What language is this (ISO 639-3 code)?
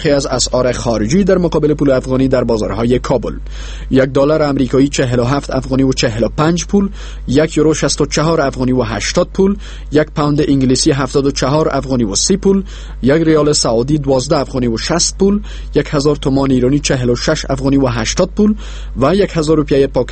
fas